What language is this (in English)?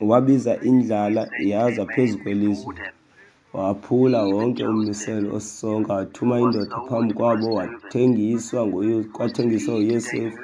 Xhosa